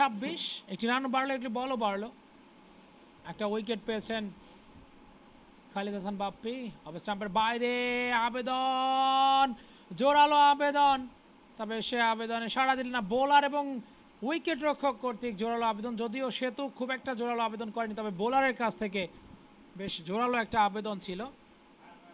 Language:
Bangla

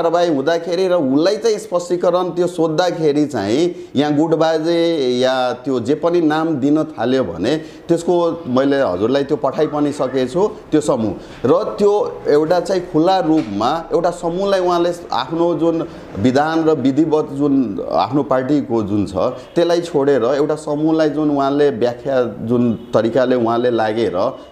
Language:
Nepali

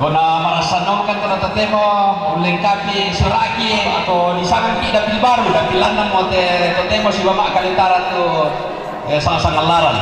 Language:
Toraja-Sa'dan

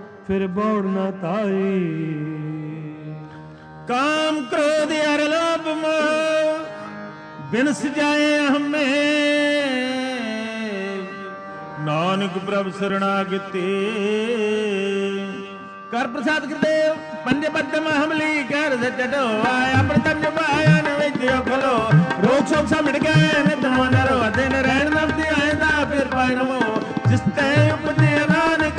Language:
Punjabi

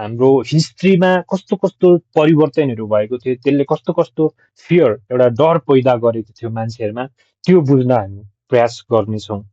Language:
Nepali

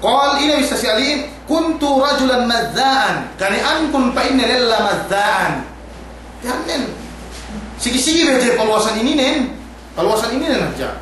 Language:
Yakan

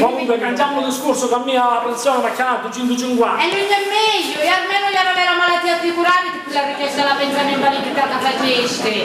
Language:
Sicilian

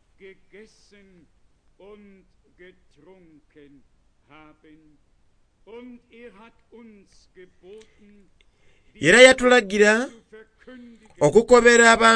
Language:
Soga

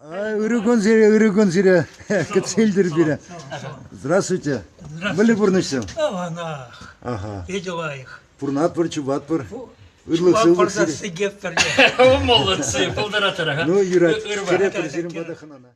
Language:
Chuvash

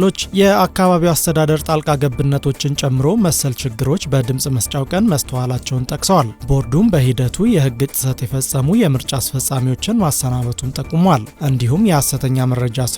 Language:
Amharic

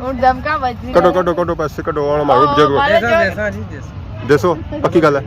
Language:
Pahari-Potwari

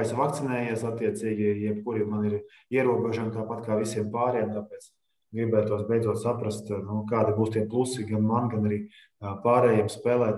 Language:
Latvian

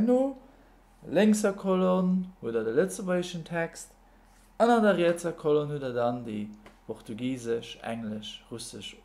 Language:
Luxembourgish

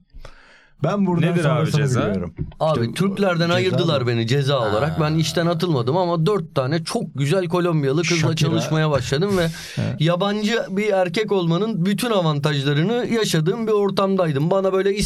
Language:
Turkish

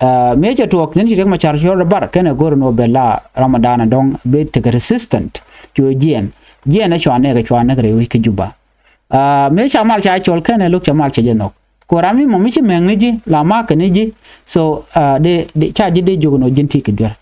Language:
Nuer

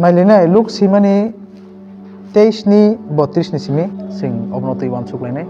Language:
Kok Borok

